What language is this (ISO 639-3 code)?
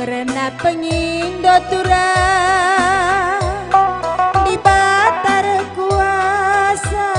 btx